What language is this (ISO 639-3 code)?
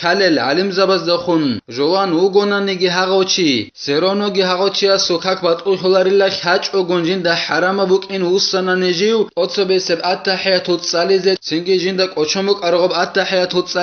ava